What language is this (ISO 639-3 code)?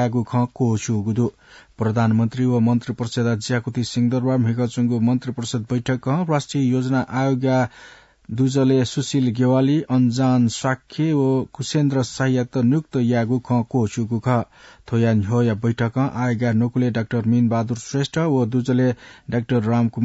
new